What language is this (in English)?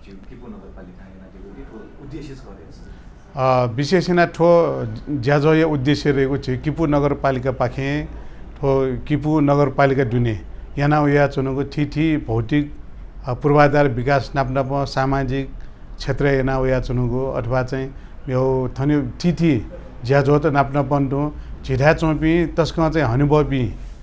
Newari